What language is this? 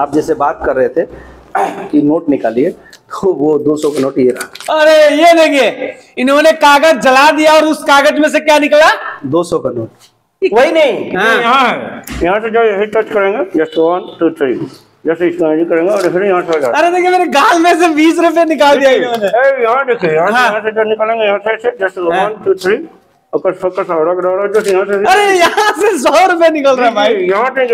Hindi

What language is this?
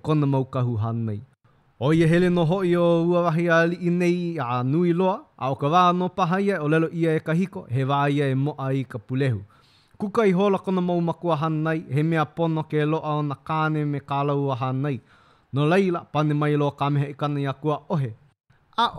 Hawaiian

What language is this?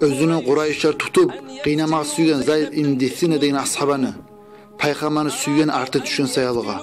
Kumyk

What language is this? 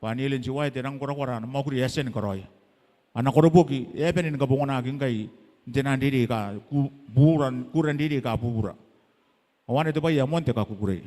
Gilbertese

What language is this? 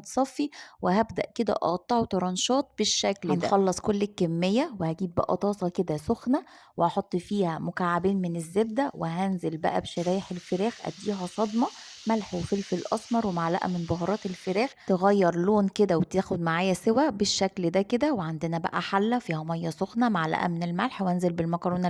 Egyptian Arabic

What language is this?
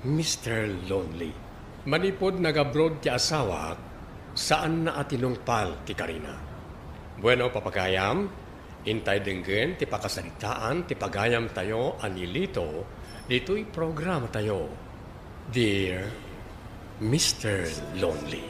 Iloko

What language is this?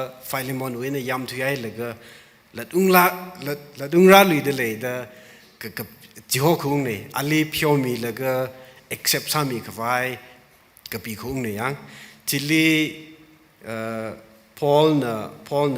Tangkhul Naga (India)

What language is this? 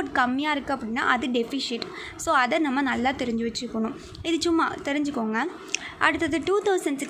Tamil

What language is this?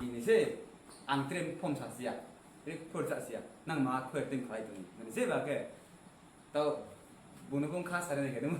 Riang (India)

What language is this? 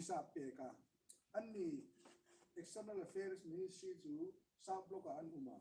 Hmar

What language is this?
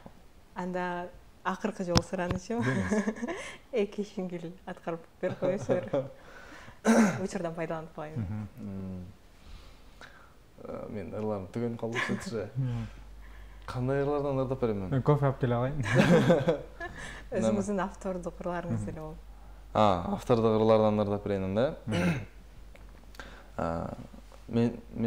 Kyrgyz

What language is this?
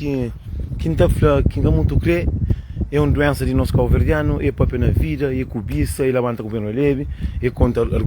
Kabuverdianu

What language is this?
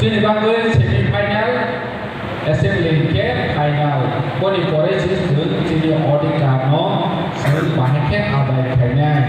Kok Borok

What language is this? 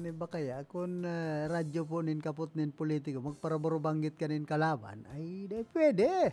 Bikol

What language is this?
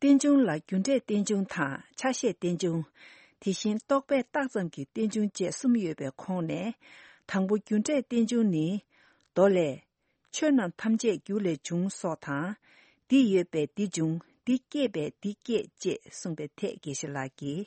Tibetan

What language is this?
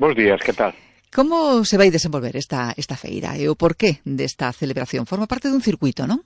Galician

